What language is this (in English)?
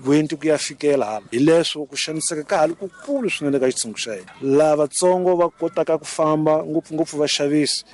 Tsonga